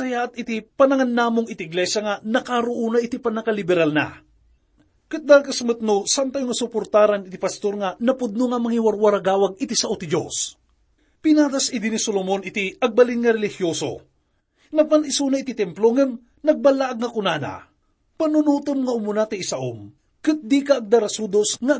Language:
Iloko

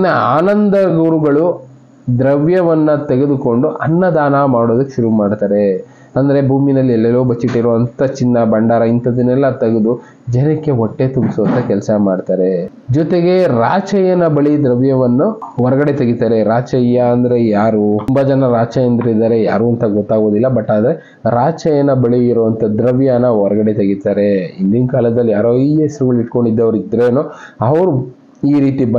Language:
Kannada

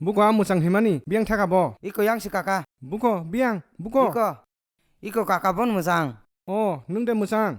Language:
Kok Borok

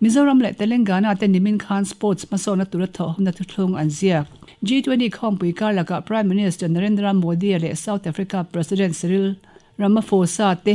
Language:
Mizo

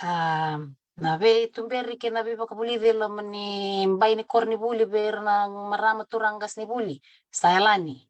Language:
Fijian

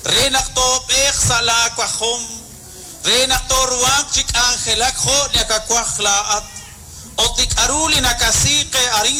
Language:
Kekchí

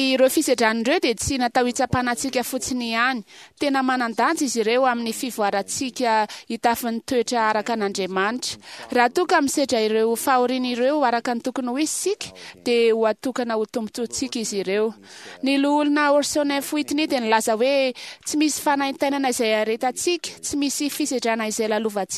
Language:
Malagasy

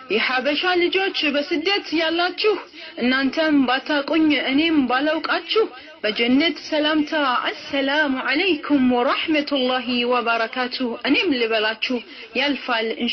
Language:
Amharic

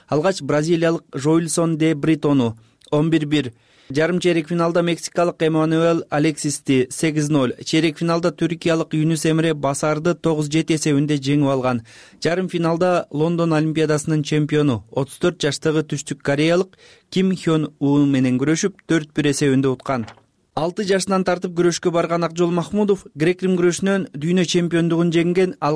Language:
Kyrgyz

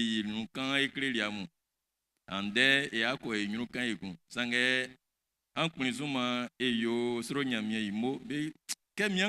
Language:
Baoulé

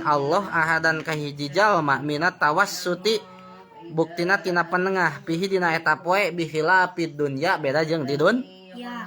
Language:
Sundanese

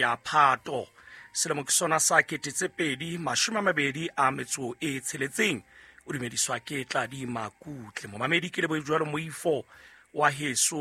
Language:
Southern Sotho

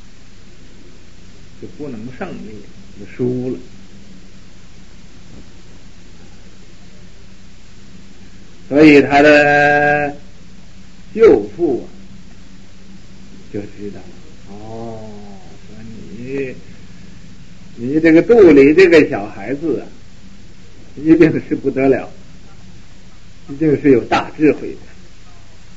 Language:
Chinese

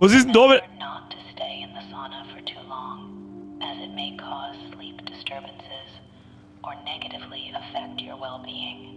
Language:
Bavarian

